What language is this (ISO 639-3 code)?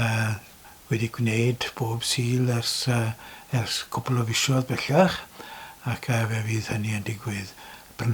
cym